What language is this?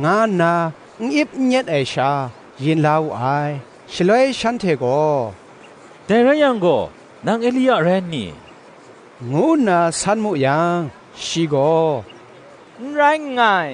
Kachin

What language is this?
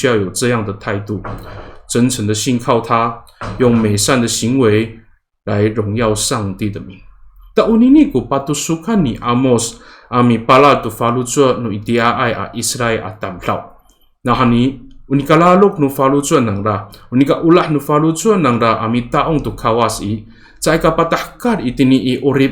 Amis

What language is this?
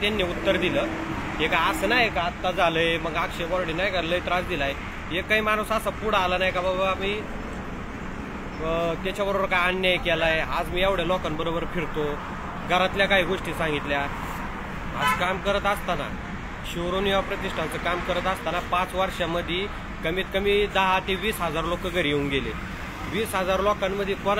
Marathi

